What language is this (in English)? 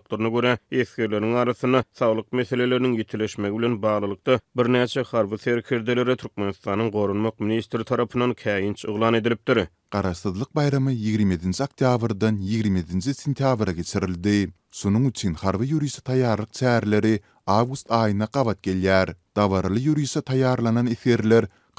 Turkmen